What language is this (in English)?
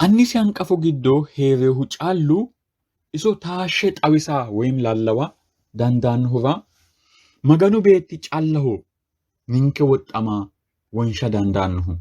Sidamo